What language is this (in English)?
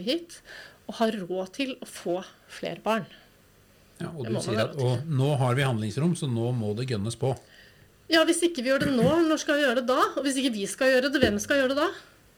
Norwegian